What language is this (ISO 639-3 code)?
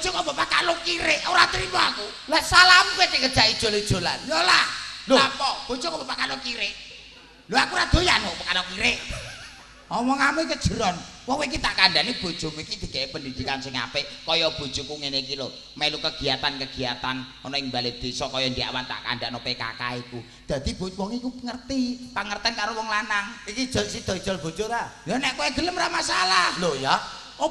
jav